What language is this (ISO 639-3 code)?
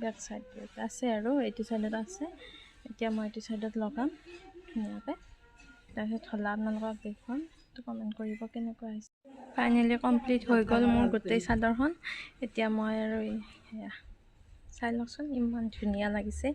asm